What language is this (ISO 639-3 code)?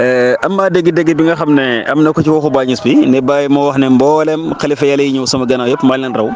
wol